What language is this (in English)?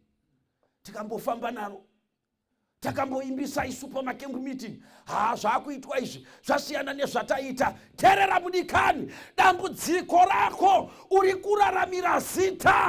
Shona